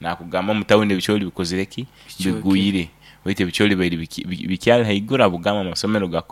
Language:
Nyoro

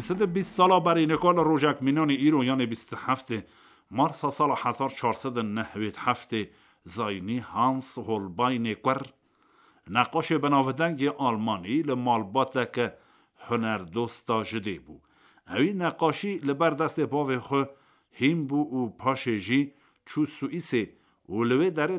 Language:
Kurdish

